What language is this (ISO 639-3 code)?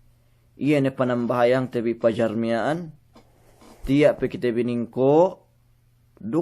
yka